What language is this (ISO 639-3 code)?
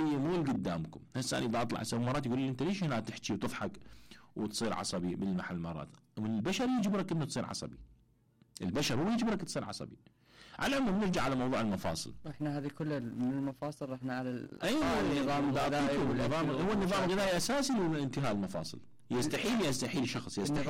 acm